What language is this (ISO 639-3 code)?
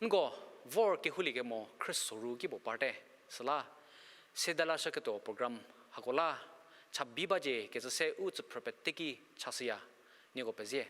njm